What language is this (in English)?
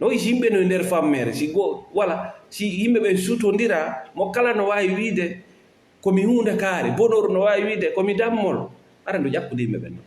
Fula